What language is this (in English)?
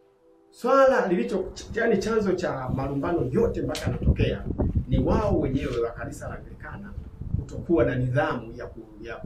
Swahili